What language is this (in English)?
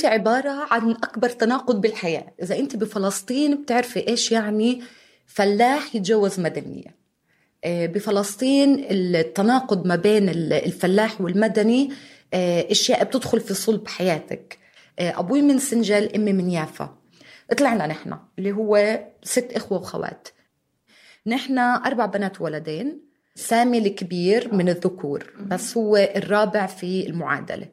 North Levantine Arabic